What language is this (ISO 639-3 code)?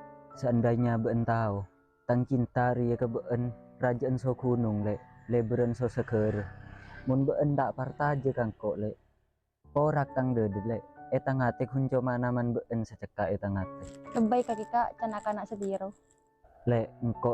mad